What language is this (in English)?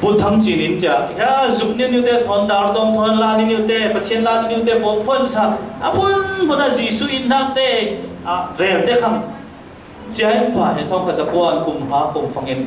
Falam Chin